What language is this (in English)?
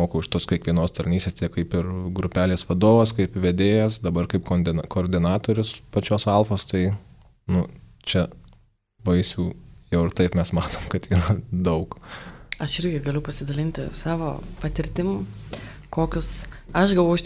Lithuanian